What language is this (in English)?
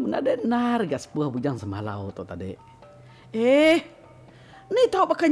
Iban